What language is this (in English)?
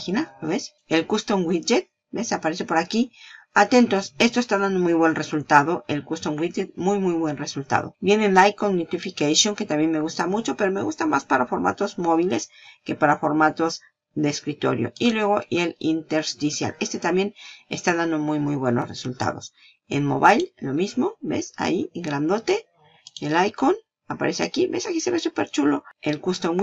Spanish